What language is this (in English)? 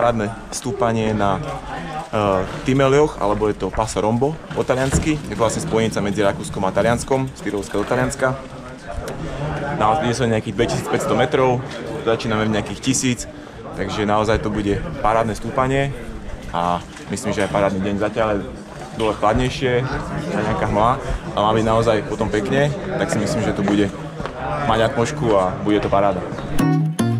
Slovak